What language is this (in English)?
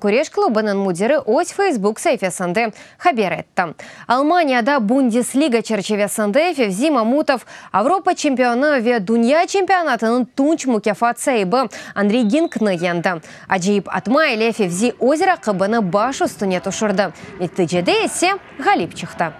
Crimean Tatar